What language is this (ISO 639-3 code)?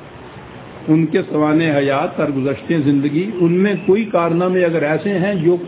urd